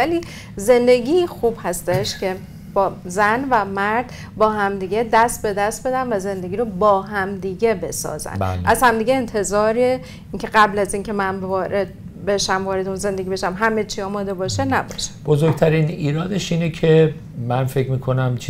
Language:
Persian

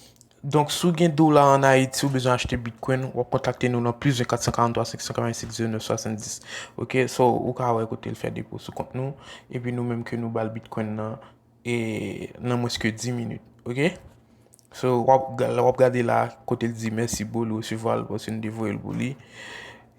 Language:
Haitian Creole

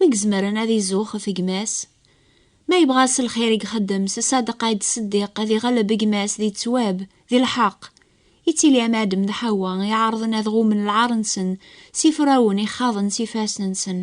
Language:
Kabyle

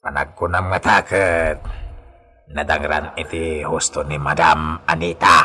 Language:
Iloko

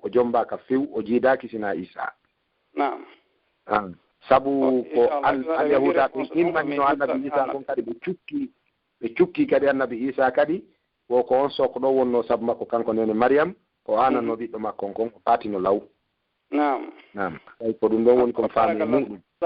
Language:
Pular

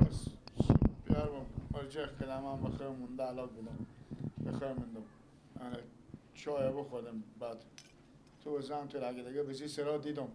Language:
Persian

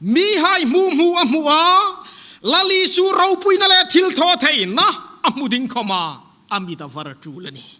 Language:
Hmar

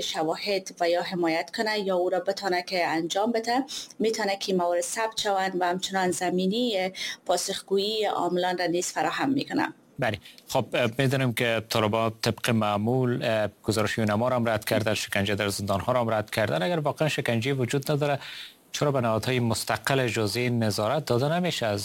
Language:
Persian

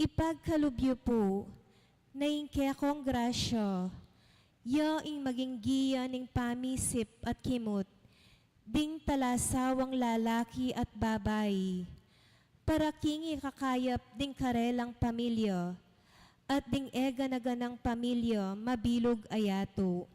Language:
Pampanga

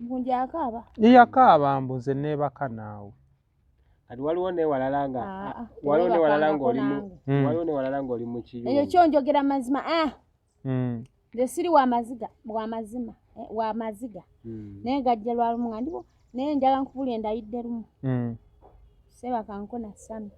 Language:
Ganda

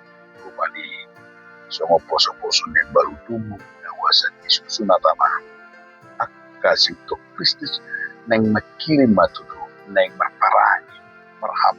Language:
Batak Toba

